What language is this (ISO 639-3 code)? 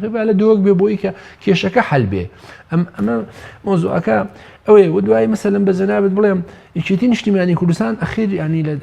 ckb